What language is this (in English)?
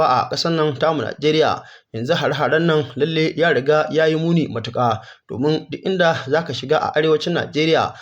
Hausa